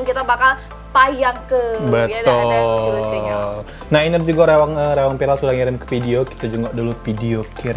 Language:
Musi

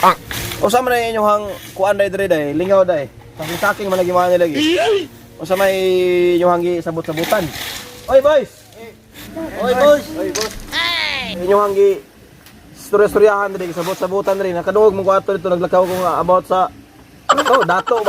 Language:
Cebuano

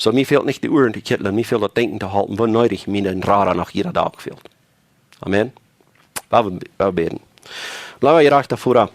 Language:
Plautdietsch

